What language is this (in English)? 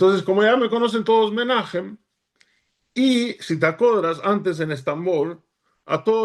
Ladino